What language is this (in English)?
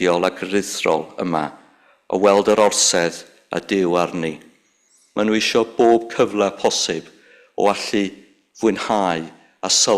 Welsh